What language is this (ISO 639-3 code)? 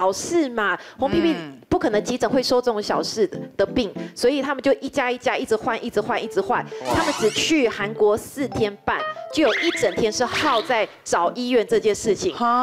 zho